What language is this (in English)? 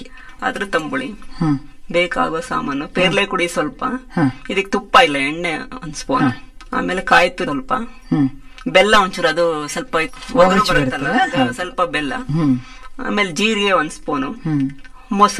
Kannada